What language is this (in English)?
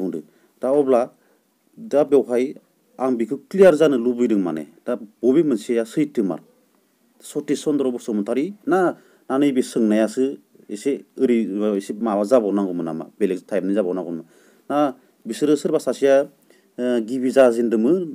Bodo